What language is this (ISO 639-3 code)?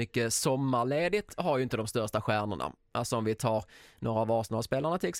swe